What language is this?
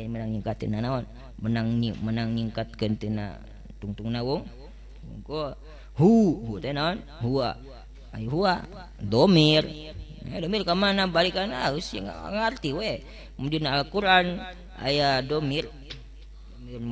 Sundanese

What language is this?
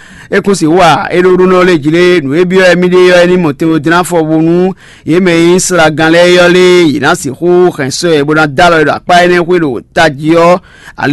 Fon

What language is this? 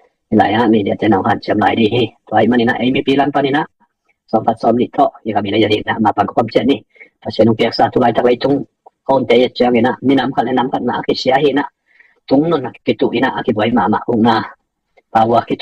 Tedim Chin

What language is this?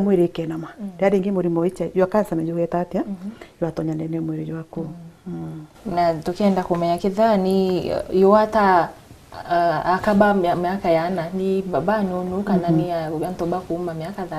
Meru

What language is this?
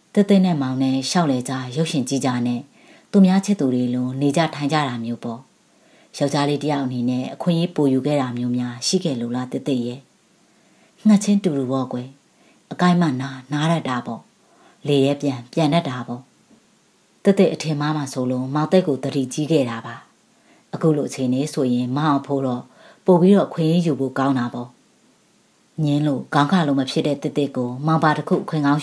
Burmese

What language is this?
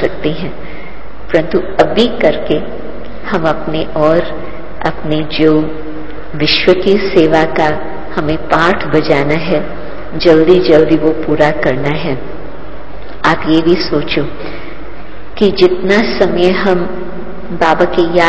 Hindi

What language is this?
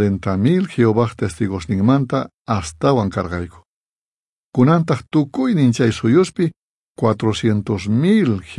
South Bolivian Quechua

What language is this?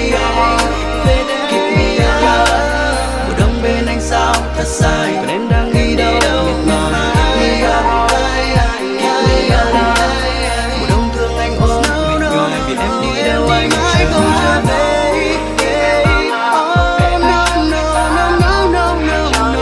Vietnamese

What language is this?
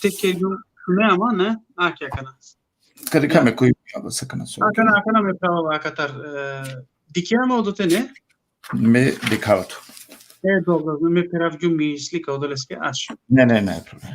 Balkan Romani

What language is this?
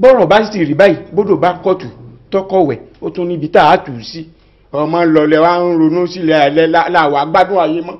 Yoruba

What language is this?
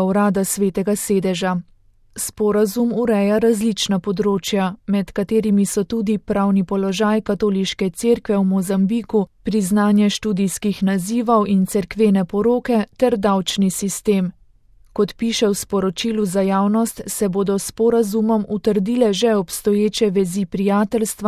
Slovenian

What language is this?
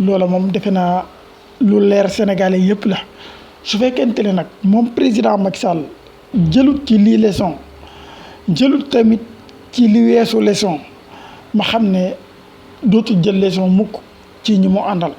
Wolof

